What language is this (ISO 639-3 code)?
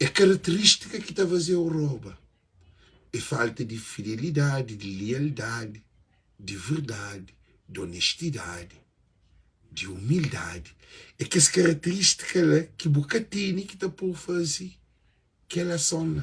kea